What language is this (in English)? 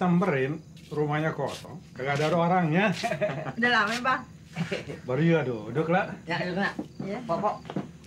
Betawi